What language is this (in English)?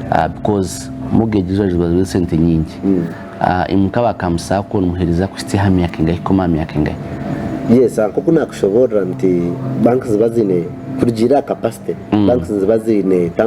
Nyankole